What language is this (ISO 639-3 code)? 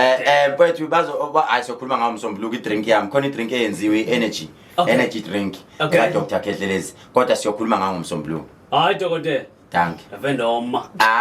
zul